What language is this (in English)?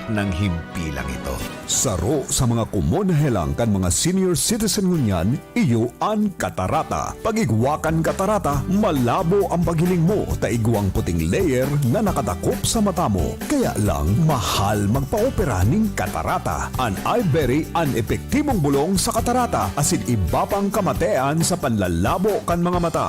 Bikol